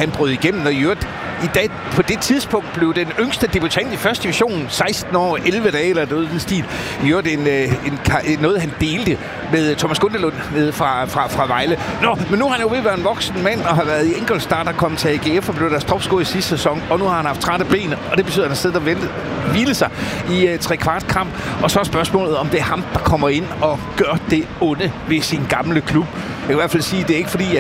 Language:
Danish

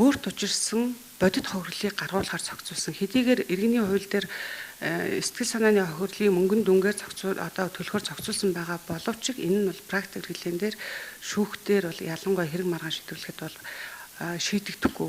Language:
Mongolian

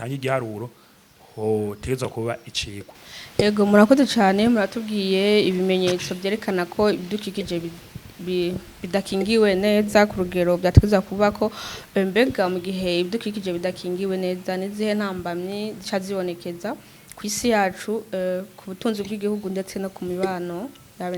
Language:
Rundi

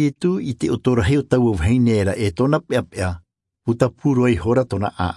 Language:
Tahitian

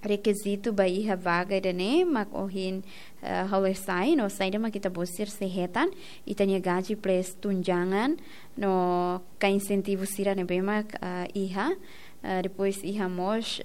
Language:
Tetum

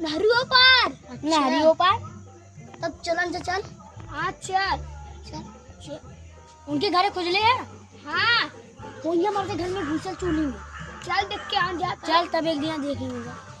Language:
Awadhi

